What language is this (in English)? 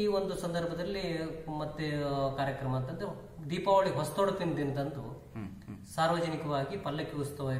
Kannada